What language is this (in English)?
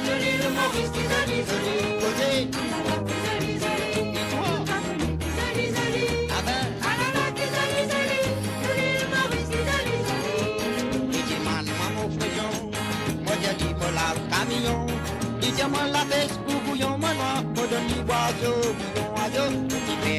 Morisyen